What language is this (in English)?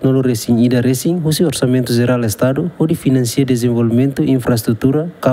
Tetum